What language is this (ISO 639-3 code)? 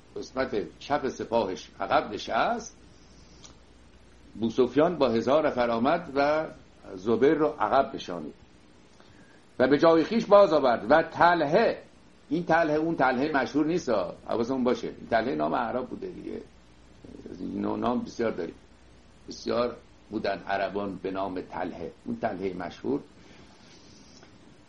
fas